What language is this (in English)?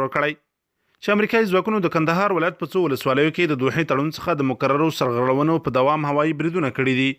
Pashto